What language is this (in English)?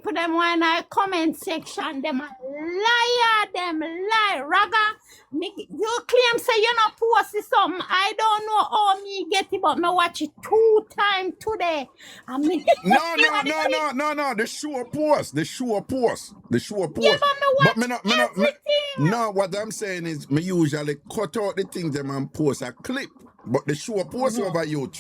Jamaican Creole English